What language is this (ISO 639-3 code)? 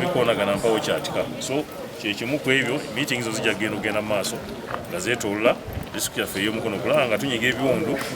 lug